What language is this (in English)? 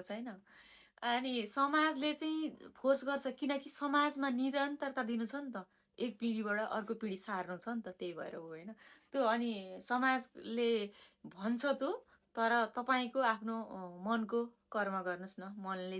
Nepali